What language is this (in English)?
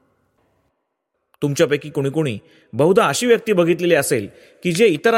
Marathi